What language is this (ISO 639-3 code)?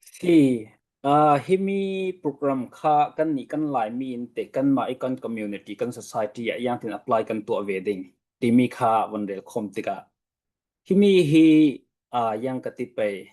cfm